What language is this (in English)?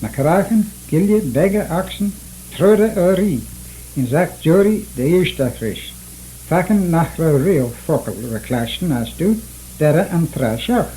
Manx